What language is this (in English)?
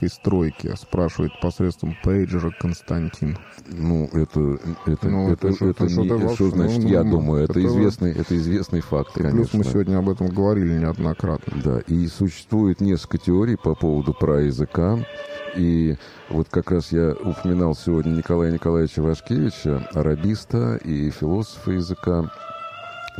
Russian